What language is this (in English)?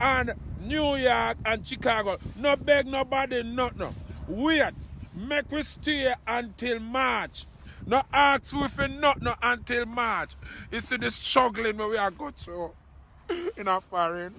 Jamaican Creole English